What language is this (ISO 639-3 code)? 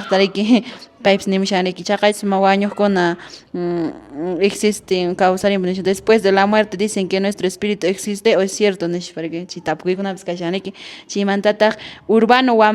que